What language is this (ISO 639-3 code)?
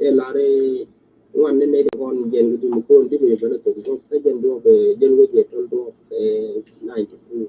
nus